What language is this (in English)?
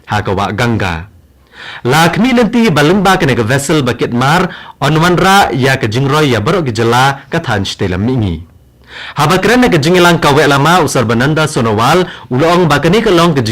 Khasi